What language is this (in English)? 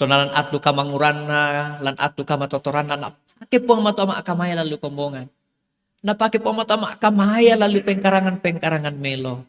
Toraja-Sa'dan